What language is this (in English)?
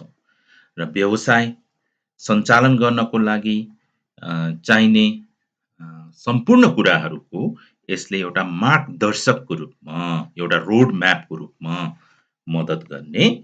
Nepali